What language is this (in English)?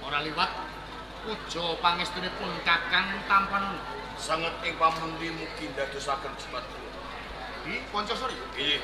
Javanese